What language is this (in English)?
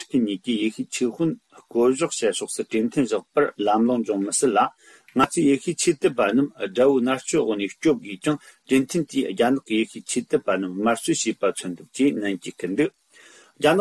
Tibetan